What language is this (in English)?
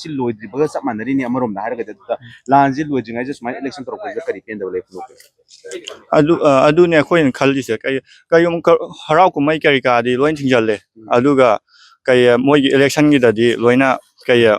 Manipuri